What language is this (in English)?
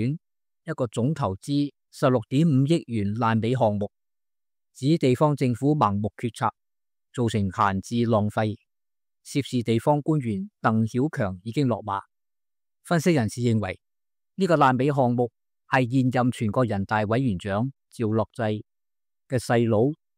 Cantonese